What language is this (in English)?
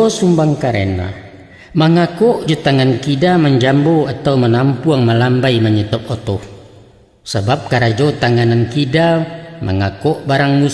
Minangkabau